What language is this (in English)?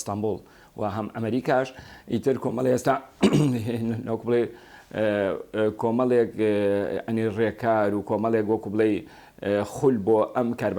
Central Kurdish